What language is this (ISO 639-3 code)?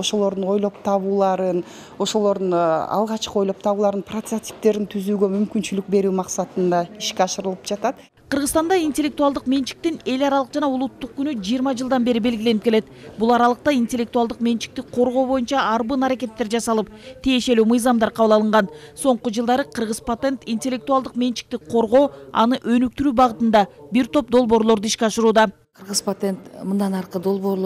kir